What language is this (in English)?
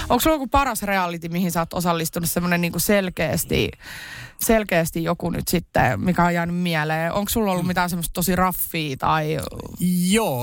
Finnish